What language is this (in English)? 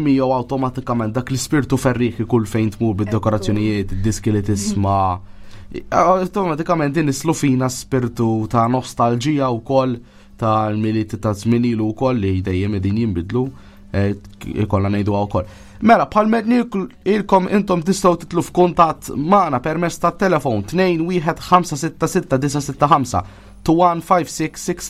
Maltese